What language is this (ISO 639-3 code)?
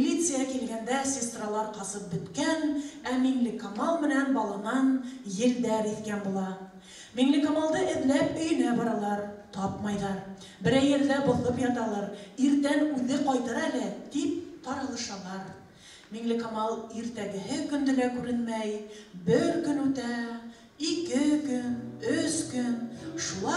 bak